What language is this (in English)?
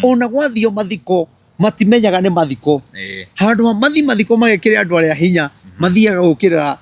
Kikuyu